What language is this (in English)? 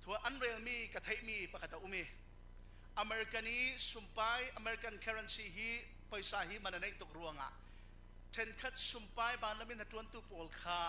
Falam Chin